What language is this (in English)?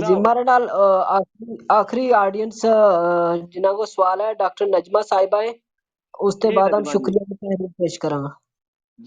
Gujari